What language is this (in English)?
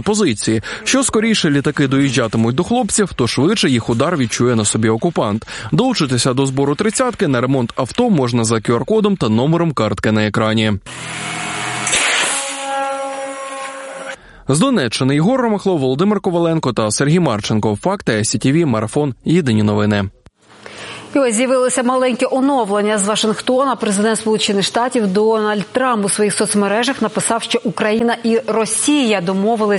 Ukrainian